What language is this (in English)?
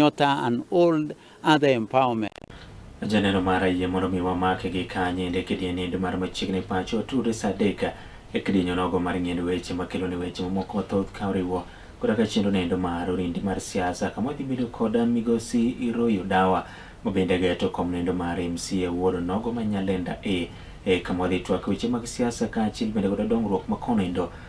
Luo (Kenya and Tanzania)